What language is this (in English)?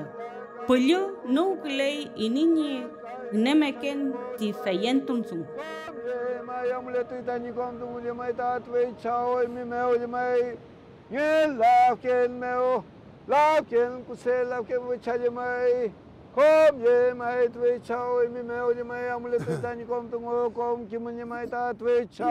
Mapuche